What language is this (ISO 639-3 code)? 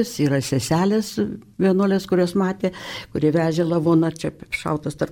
lit